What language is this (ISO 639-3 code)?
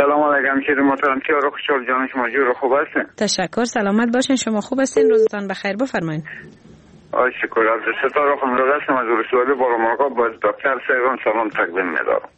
fas